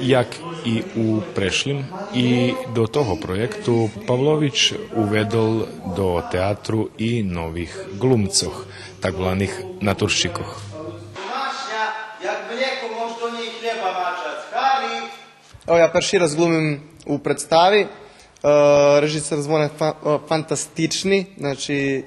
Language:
Rusyn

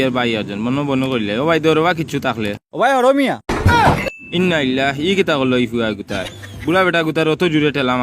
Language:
Sylheti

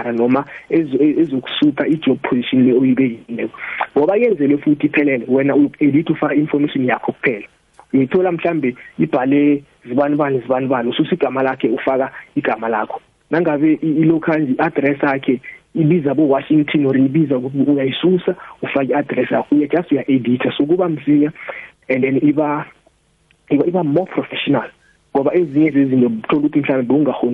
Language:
South Ndebele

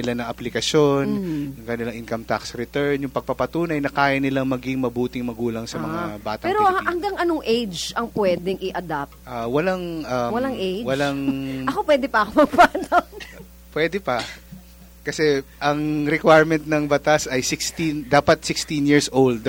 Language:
Filipino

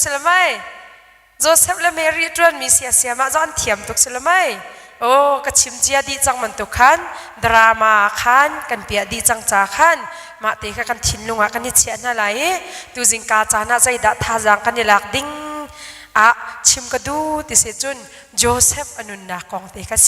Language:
Hakha Chin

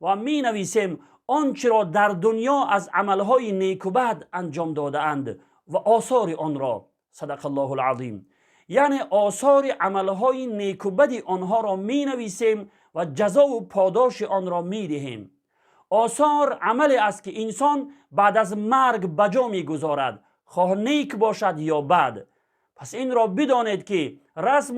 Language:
Tajik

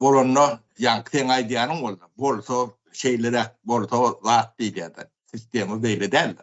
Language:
Turkmen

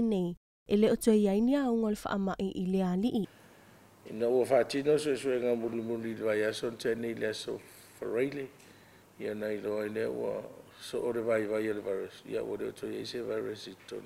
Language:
Samoan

